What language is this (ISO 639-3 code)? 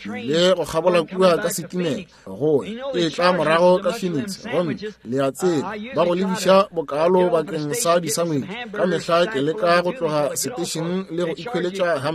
nso